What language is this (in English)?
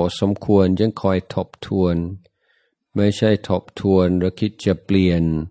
Thai